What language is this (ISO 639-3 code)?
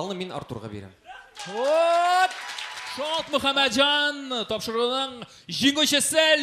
tat